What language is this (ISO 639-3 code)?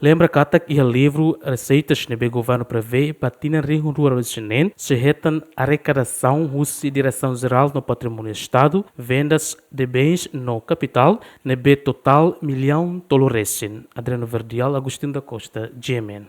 tet